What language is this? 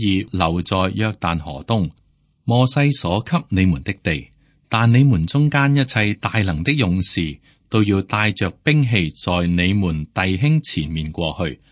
Cantonese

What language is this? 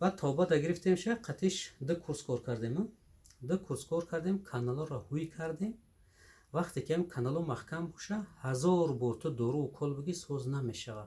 Tajik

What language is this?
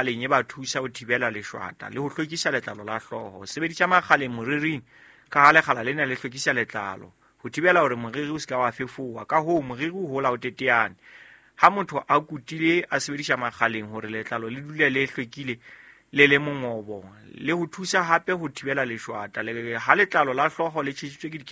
Southern Sotho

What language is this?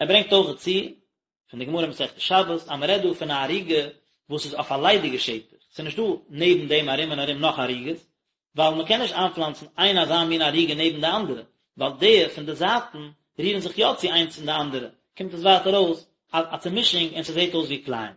Yiddish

